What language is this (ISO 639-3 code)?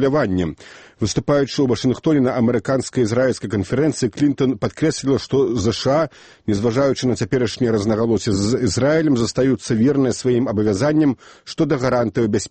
bel